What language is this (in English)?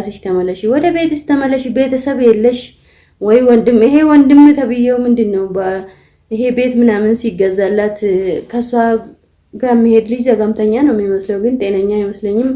Amharic